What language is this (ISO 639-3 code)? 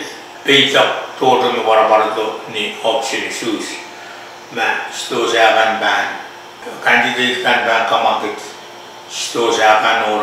pon